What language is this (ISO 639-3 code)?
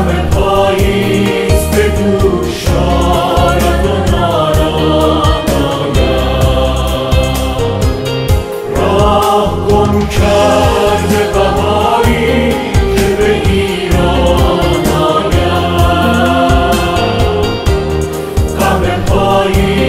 fas